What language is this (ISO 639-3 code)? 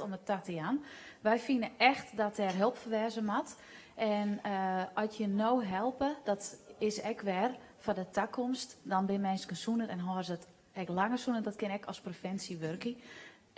fry